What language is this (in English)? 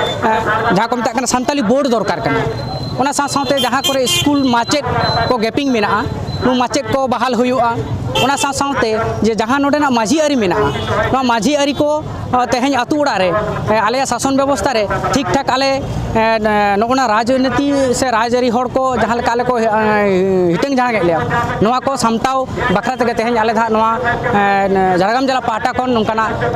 Santali